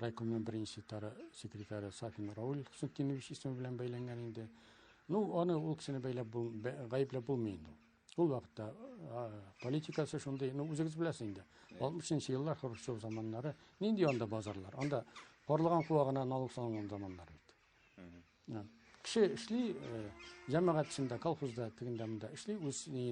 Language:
Tatar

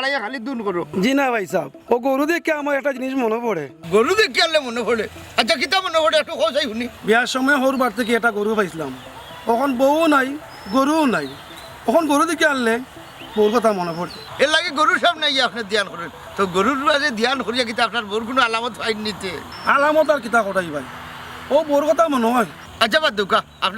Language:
Sylheti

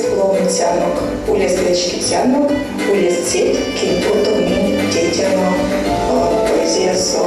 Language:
Erzya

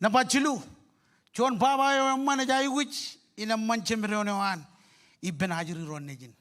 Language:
Marshallese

